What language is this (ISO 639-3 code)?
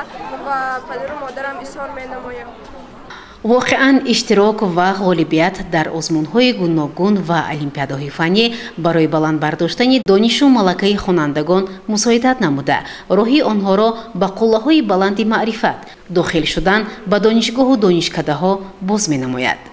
tgk